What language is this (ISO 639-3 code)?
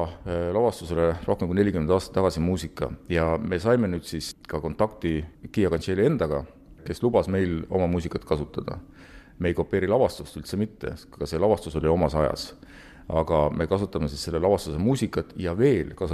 est